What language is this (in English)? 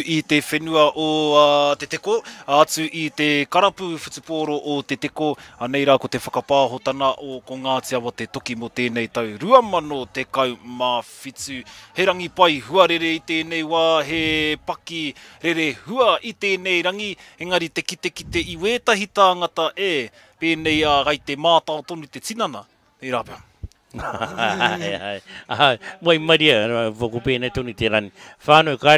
Māori